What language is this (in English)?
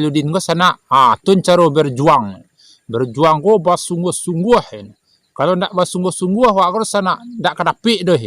Minangkabau